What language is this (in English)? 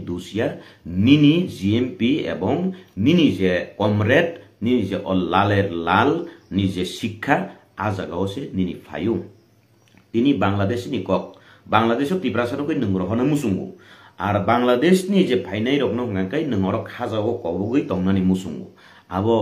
Kok Borok